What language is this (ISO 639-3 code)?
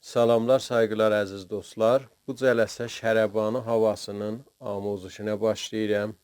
azb